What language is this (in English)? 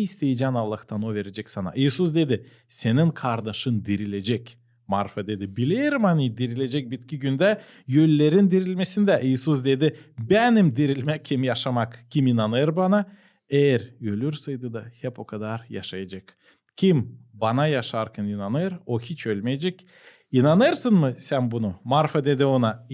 Gagauz